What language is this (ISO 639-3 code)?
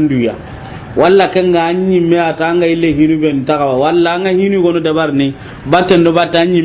snk